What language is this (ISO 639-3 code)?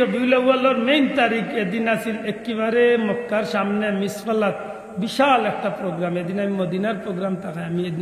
syl